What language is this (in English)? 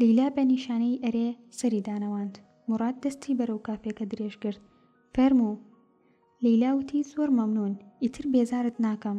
Central Kurdish